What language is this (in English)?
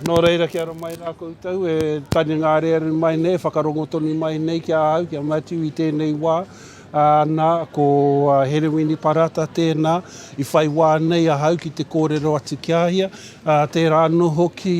Māori